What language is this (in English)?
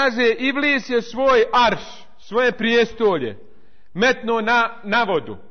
Bosnian